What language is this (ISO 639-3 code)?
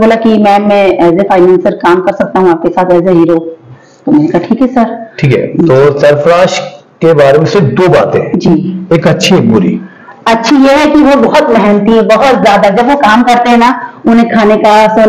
hin